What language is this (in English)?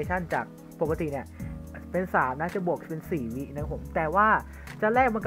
Thai